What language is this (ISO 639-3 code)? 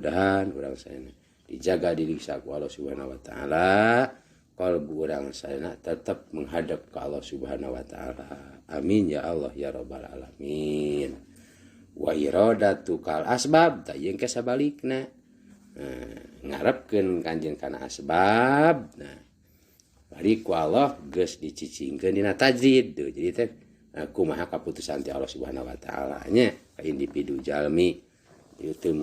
sun